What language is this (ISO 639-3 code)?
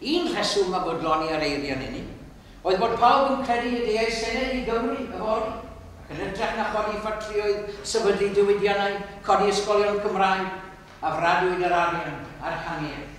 cym